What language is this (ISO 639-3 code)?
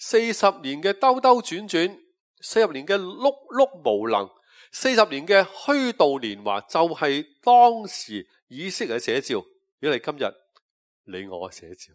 yue